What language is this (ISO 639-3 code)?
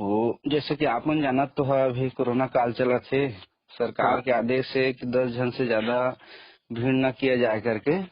hne